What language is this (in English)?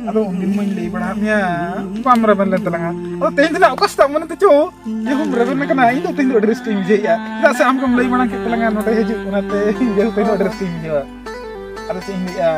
Santali